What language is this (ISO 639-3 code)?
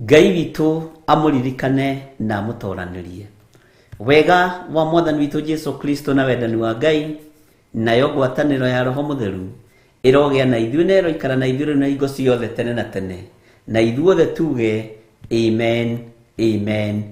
kik